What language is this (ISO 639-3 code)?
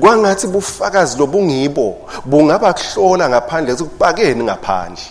ssw